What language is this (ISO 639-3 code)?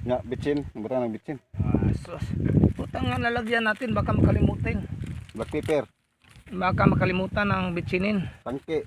ceb